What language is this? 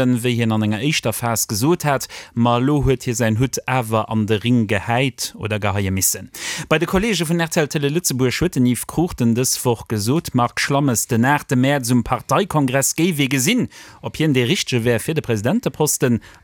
Luxembourgish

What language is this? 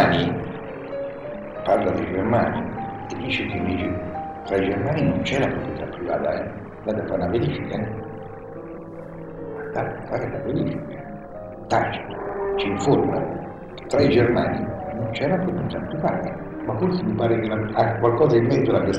Italian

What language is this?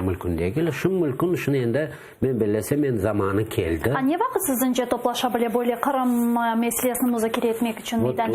Crimean Tatar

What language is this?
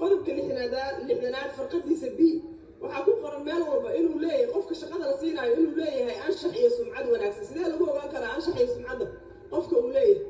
Somali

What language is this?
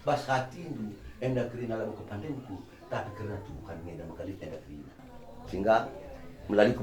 Batak Karo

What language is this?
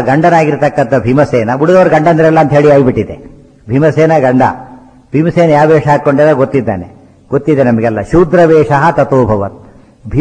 Kannada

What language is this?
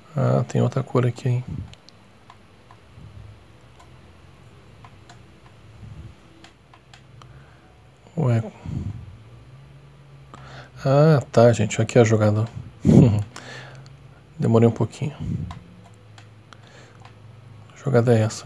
Portuguese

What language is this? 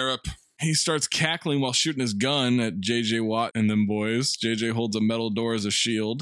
English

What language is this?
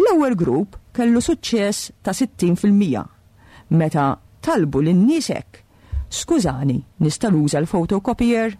Maltese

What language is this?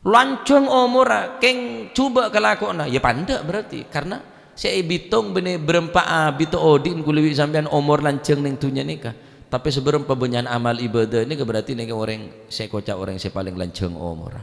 Madurese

